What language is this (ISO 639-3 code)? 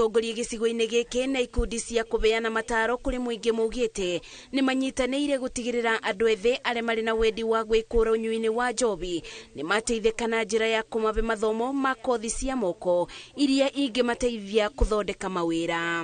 kik